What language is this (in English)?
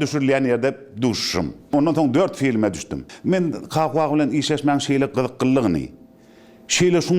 Turkmen